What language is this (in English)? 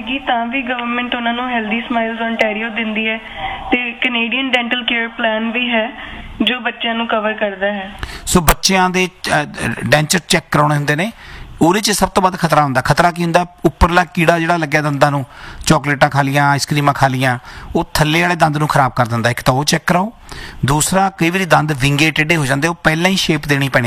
Punjabi